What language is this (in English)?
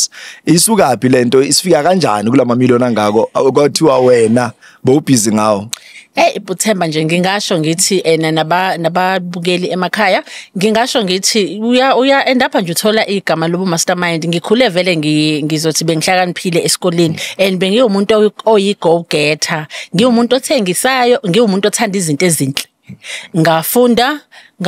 Zulu